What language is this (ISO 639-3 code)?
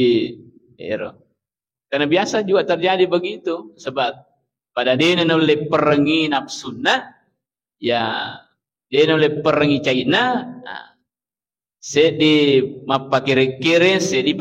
bug